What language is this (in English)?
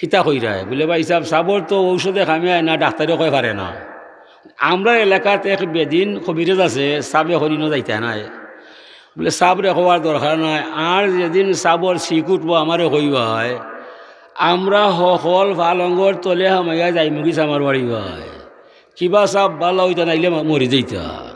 Sylheti